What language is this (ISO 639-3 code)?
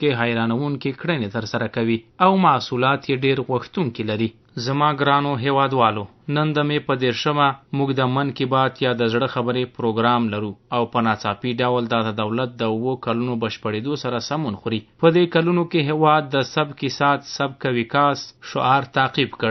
pus